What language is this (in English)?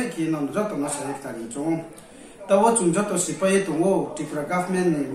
Riang (India)